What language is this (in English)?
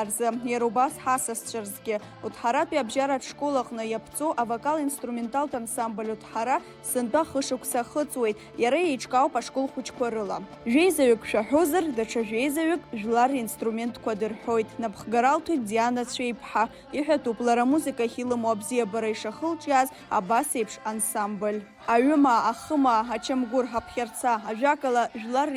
Abkhazian